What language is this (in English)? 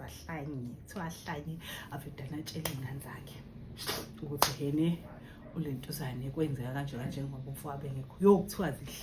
Zulu